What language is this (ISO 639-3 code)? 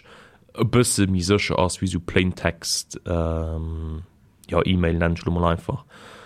ltz